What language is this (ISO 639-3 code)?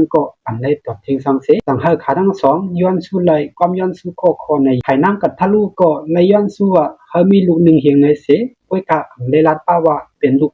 shn